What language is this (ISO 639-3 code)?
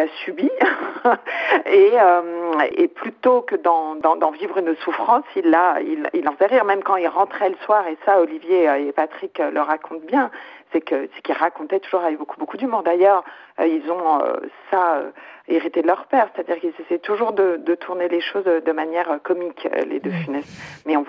fra